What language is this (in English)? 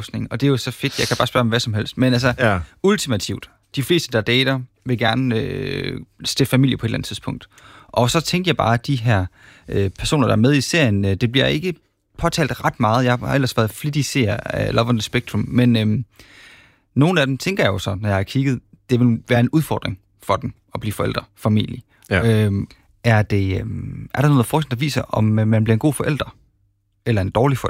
Danish